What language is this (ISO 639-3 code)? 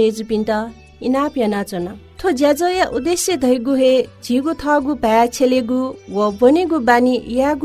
new